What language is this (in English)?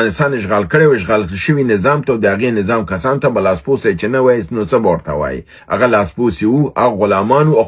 Pashto